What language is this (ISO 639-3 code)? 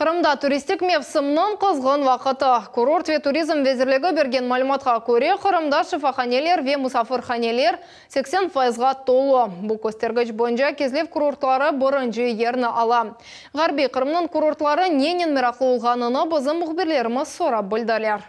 crh